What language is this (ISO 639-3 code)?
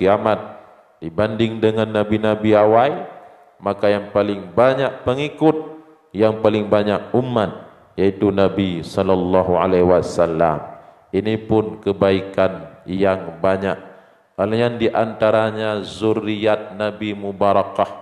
ace